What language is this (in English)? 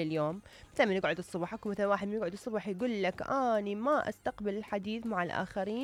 Mesopotamian Arabic